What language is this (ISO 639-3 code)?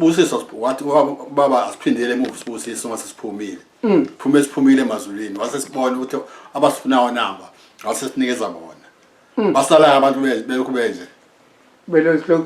zul